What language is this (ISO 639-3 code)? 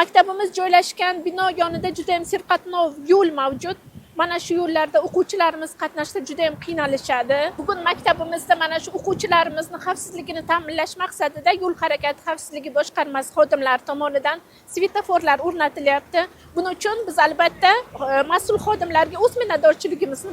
uzb